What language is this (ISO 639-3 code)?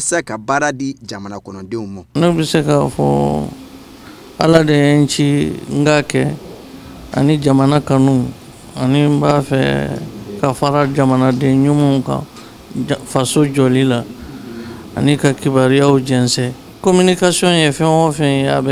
bam